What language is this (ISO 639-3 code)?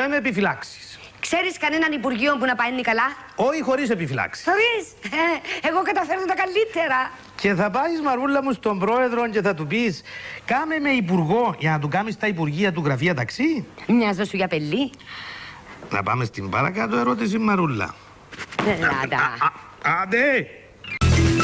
ell